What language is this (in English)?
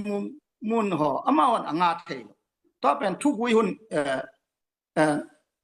Tedim Chin